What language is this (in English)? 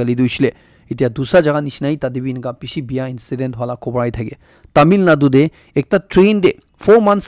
Naga Pidgin